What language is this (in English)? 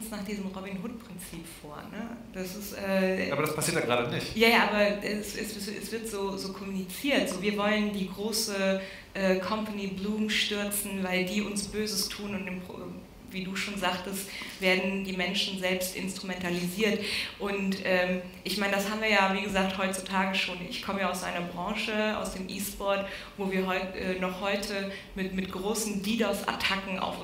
German